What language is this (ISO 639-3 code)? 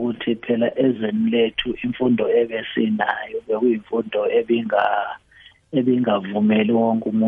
nbl